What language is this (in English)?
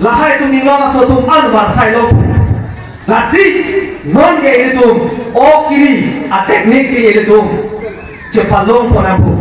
Karbi